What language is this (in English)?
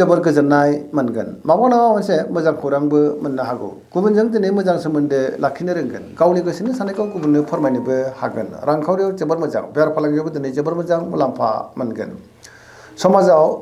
Bodo